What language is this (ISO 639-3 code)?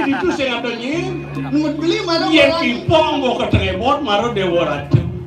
ban